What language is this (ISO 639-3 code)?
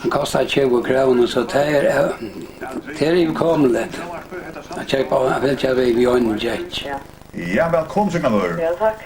fao